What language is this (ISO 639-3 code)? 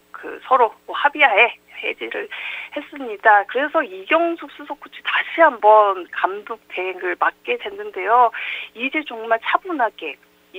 kor